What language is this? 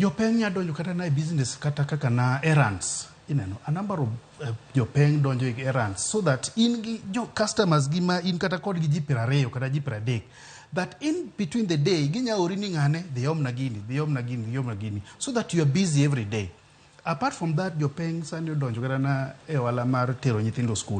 Luo (Kenya and Tanzania)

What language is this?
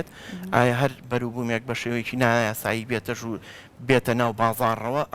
Central Kurdish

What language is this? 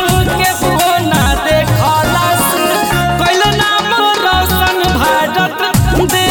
Bhojpuri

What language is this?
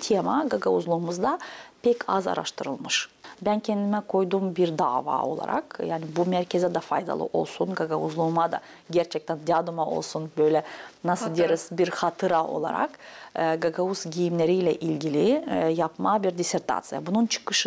Gagauz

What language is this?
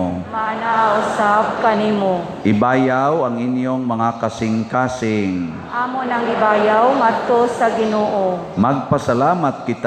Cebuano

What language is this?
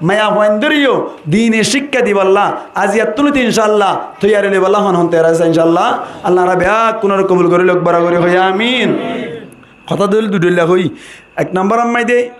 Rohingya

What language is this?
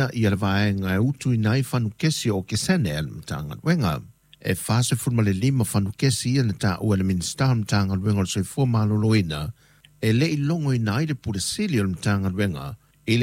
Samoan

